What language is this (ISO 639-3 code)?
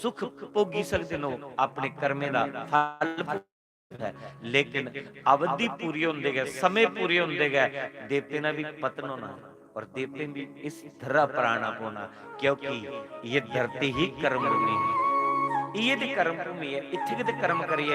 doi